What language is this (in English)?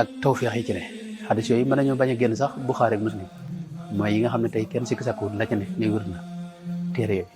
Wolof